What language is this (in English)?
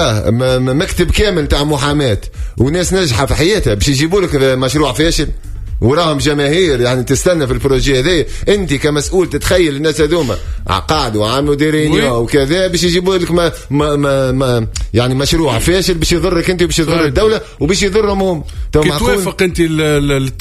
Tunisian Arabic